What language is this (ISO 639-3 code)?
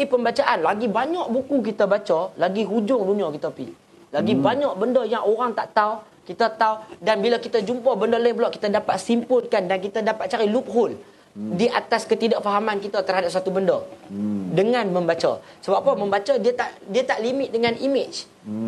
msa